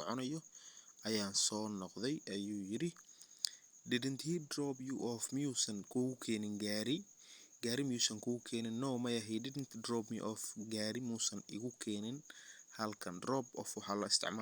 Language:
Somali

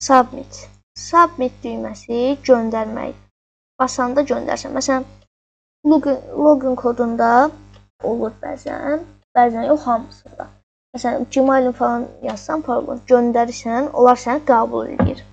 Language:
Azerbaijani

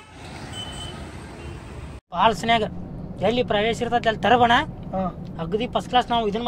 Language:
Kannada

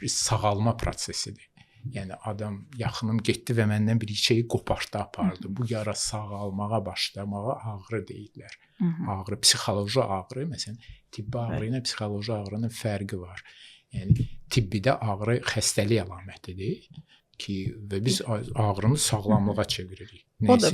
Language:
Azerbaijani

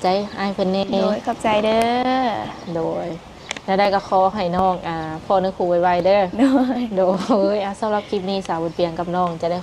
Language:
Lao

